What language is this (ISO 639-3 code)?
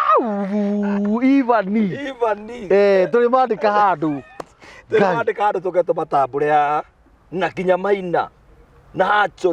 kik